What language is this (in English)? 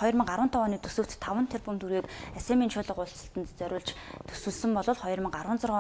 Mongolian